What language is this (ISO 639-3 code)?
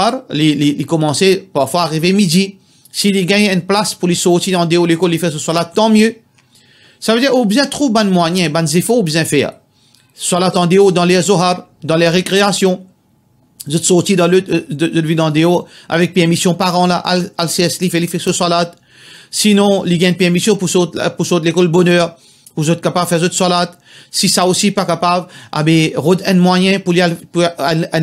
mfe